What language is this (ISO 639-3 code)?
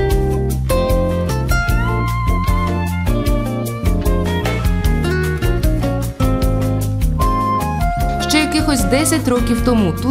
ukr